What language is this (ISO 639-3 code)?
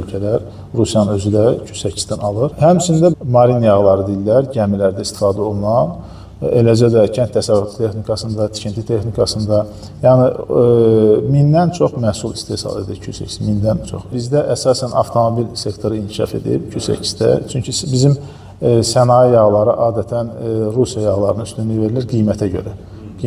aze